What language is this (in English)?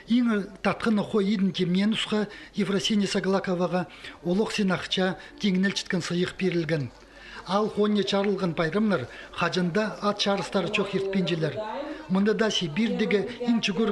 Khakas